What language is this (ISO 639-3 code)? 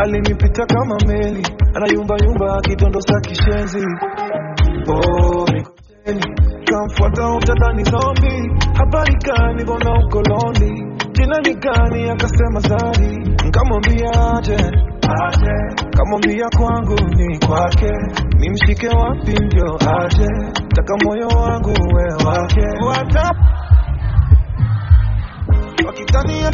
swa